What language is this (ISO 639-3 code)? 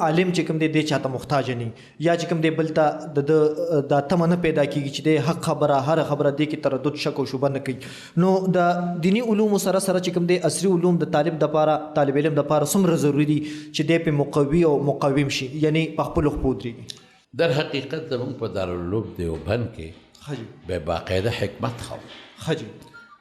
pus